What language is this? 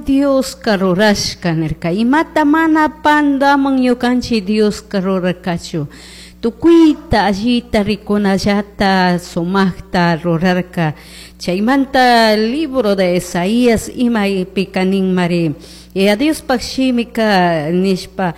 Chimborazo Highland Quichua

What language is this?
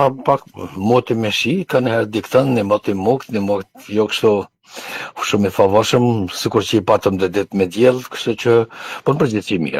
Albanian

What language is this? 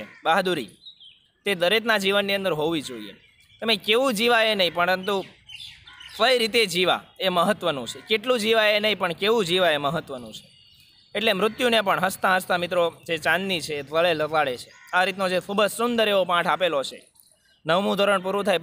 Gujarati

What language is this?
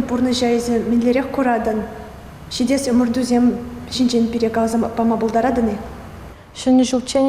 Chuvash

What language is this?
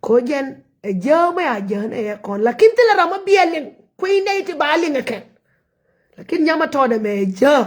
Nuer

